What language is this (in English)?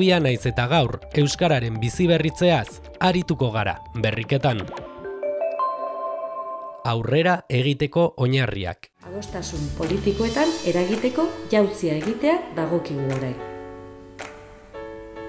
Basque